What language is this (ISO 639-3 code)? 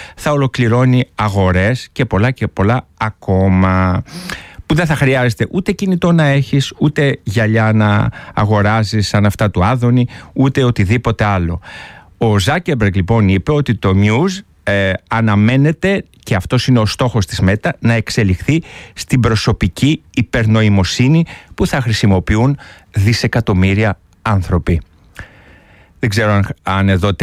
ell